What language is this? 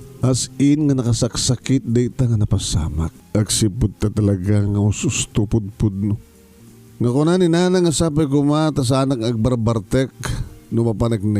Iloko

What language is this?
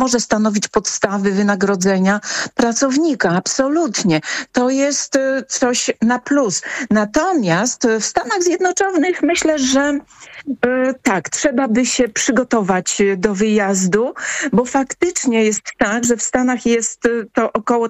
Polish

